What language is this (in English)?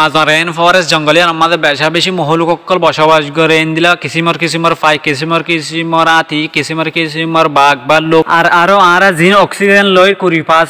Rohingya